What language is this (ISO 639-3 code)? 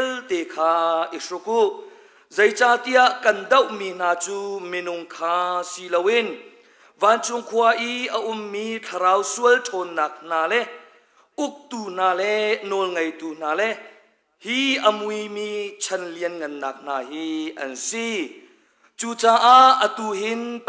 cnh